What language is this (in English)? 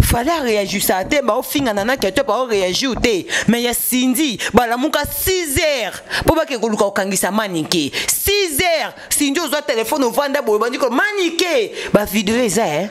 Lingala